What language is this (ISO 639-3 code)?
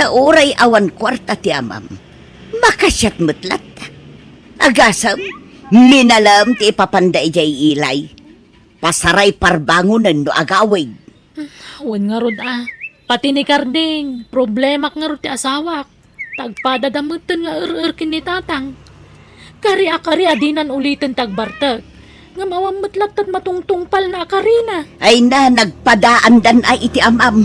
ilo